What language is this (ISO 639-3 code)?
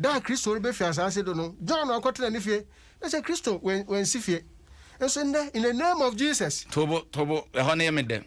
aka